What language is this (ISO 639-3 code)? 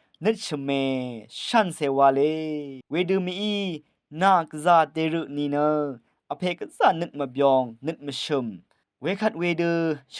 raw